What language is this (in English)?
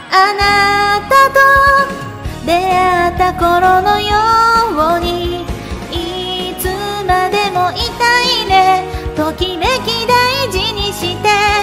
Japanese